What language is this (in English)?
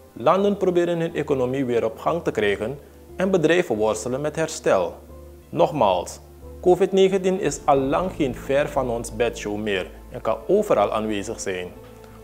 Dutch